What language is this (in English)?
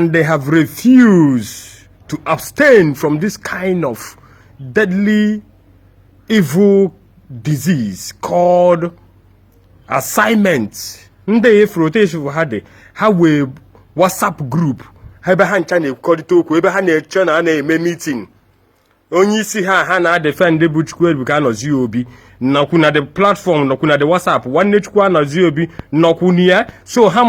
Igbo